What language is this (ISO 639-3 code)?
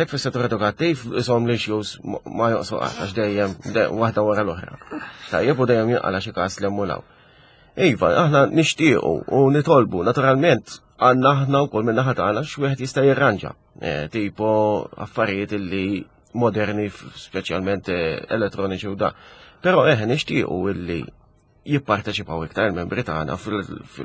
mlt